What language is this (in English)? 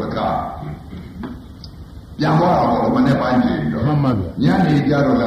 Burmese